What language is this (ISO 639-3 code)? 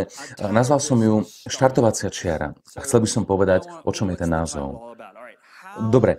slk